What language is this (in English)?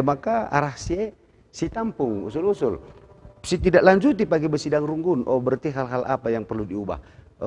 Batak Karo